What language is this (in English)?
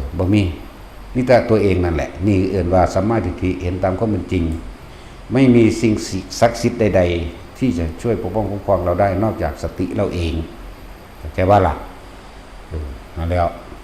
Northeastern Thai